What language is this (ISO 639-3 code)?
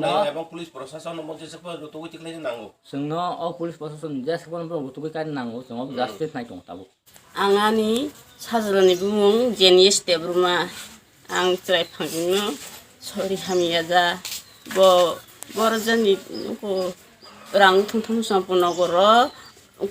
trp